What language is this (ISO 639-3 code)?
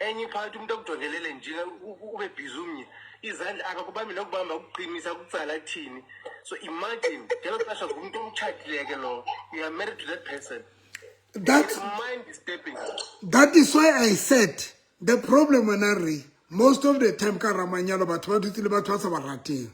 sot